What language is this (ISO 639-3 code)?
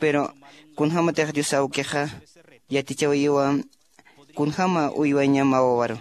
aym